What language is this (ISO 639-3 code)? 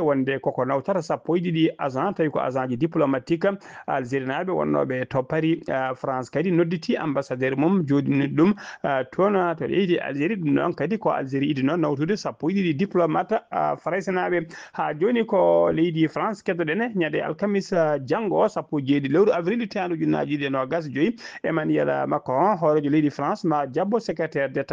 ful